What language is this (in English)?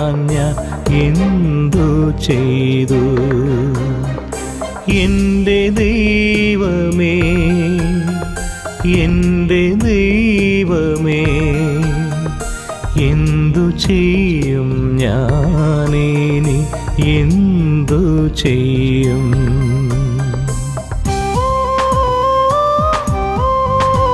Malayalam